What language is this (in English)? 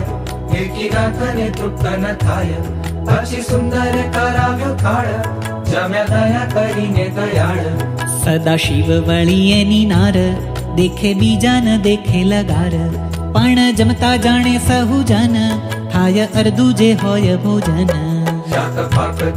Gujarati